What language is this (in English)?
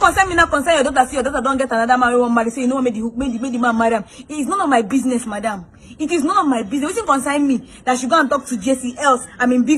Nigerian Pidgin